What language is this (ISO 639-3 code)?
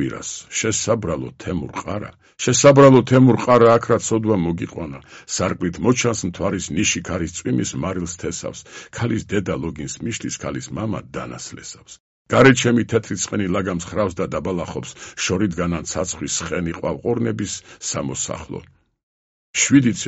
kat